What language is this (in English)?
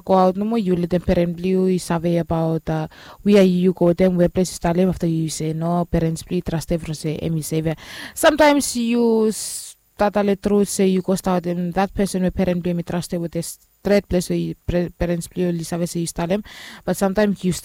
Bislama